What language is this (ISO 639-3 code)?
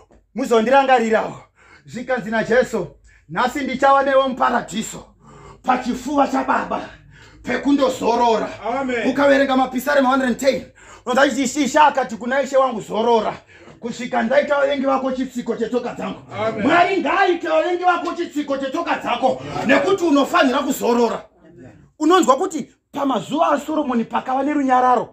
sna